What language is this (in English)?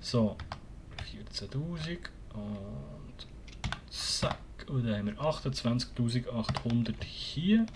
Swiss German